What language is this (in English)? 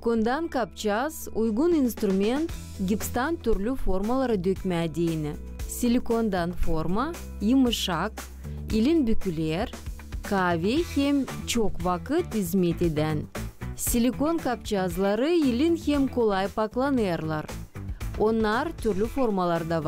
Gagauz